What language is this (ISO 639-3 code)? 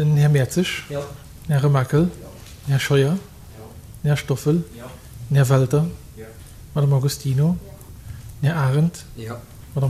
ltz